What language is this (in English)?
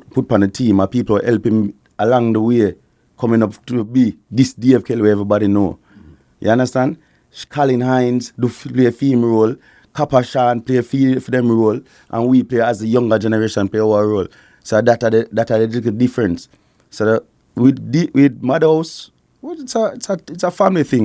Jamaican Creole English